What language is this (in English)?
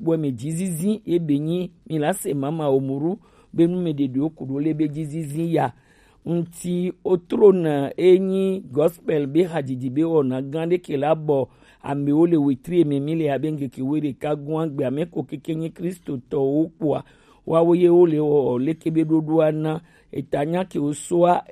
Gen